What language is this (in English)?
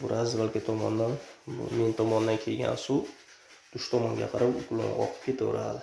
Uzbek